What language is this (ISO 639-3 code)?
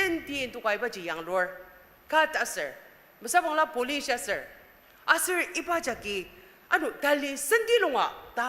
njo